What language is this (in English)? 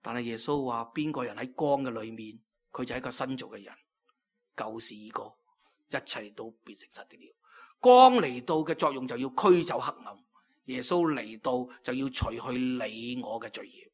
Cantonese